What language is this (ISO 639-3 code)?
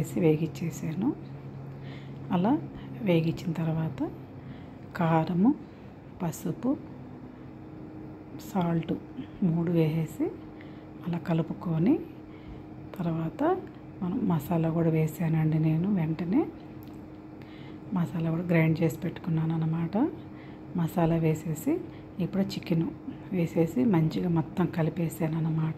tel